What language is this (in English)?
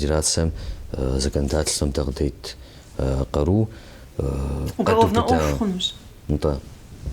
Kabardian